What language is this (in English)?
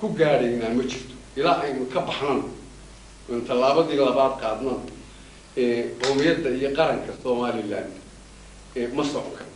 Somali